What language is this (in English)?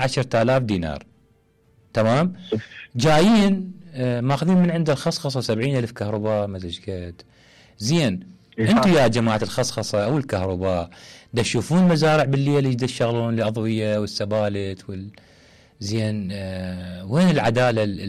Mesopotamian Arabic